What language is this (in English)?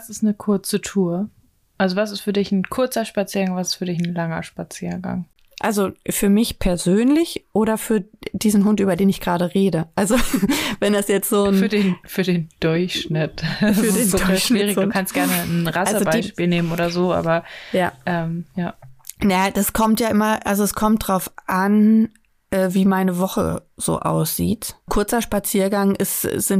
German